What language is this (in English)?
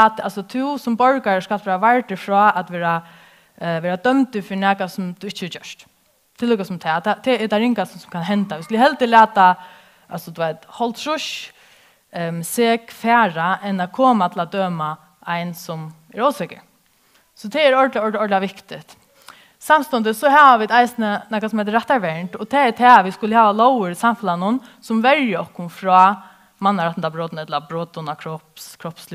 Faroese